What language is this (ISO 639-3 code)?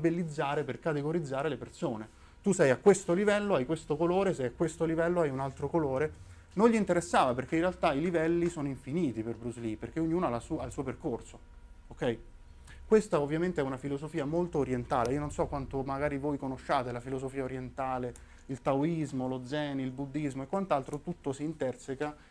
ita